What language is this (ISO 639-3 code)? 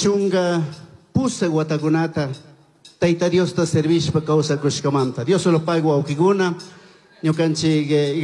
qug